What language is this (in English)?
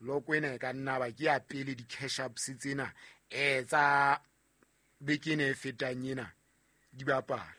Southern Sotho